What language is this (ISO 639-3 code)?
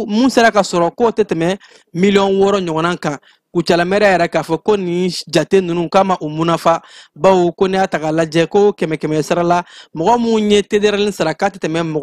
bam